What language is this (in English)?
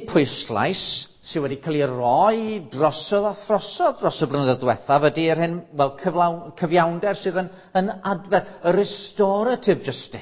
Welsh